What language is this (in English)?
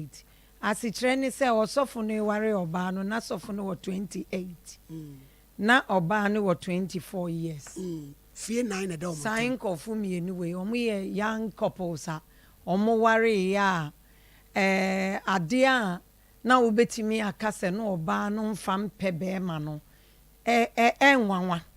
Akan